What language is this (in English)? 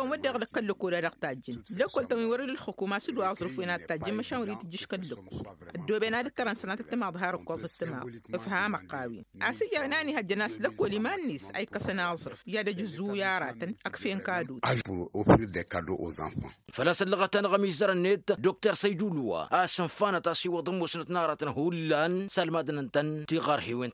Tamasheq